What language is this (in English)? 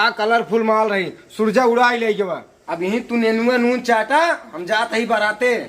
Awadhi